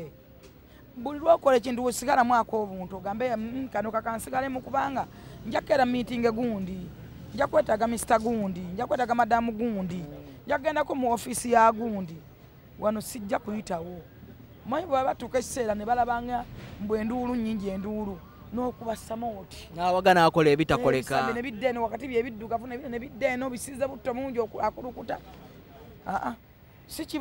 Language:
Ganda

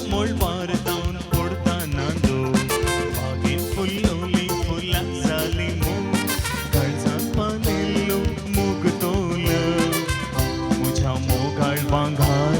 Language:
Konkani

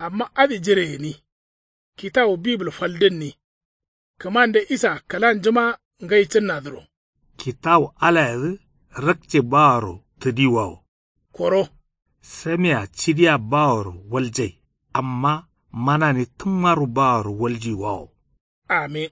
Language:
Kanuri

